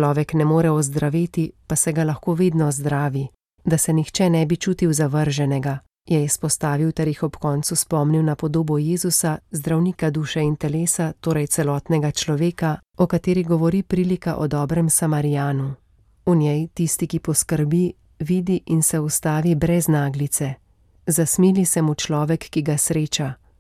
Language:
Slovenian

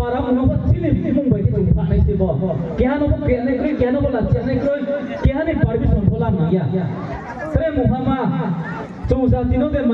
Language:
Riang (India)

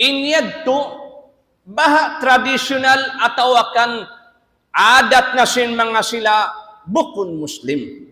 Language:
Tausug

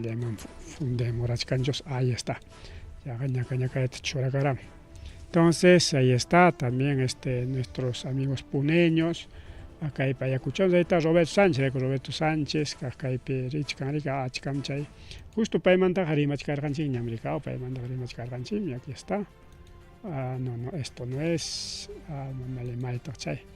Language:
Ayacucho Quechua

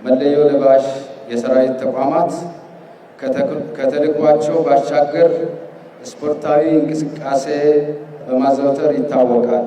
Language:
Amharic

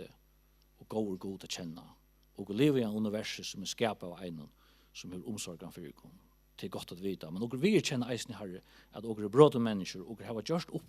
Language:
Faroese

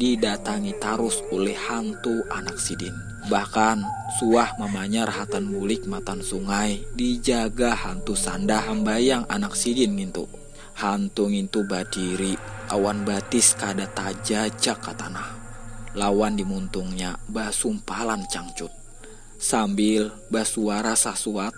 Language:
Banjar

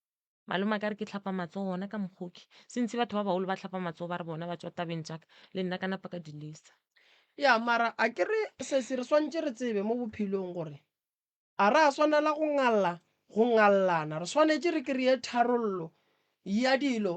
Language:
Northern Sotho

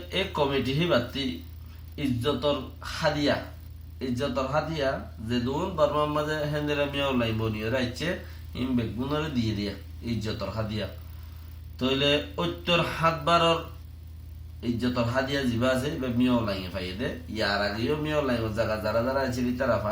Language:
Rohingya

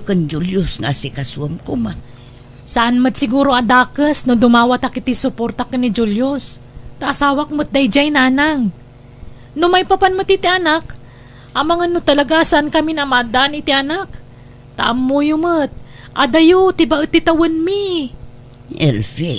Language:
Iloko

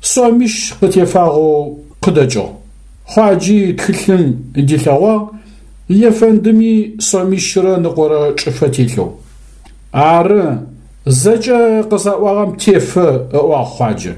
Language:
Adyghe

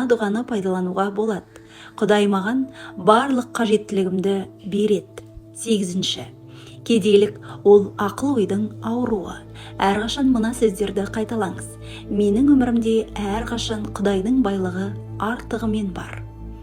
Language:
Kazakh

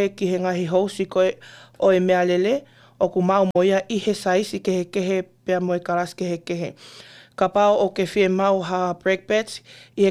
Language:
Tongan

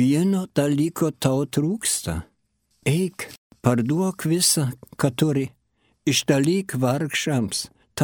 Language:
Lithuanian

